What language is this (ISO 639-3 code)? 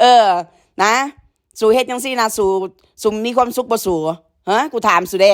tts